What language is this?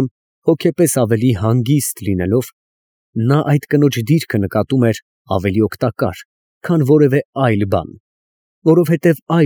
Armenian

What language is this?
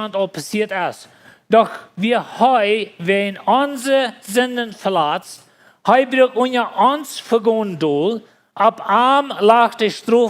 Plautdietsch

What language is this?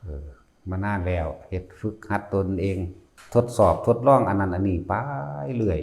Lao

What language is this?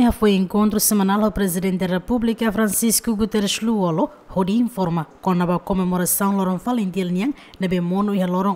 Tetum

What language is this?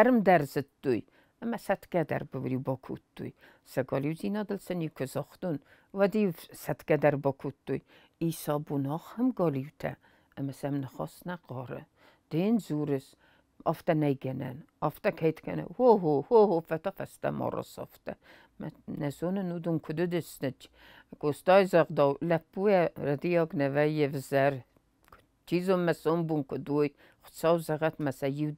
Ossetic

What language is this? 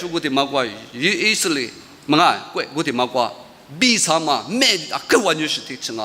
Lisu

